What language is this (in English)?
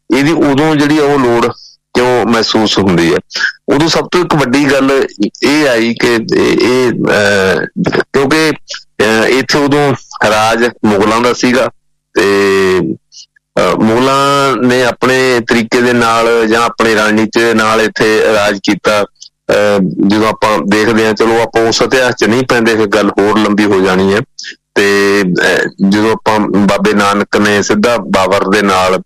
Punjabi